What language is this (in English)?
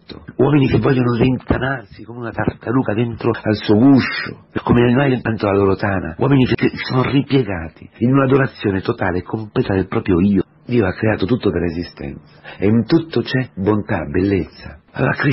Italian